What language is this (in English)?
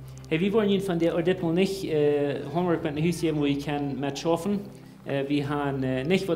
Plautdietsch